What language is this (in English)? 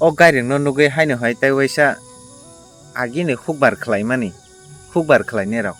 Kok Borok